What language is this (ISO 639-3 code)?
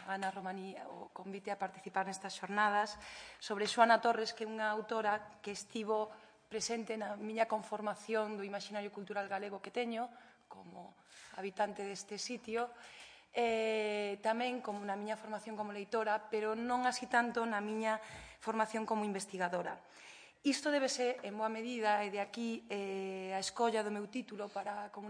glg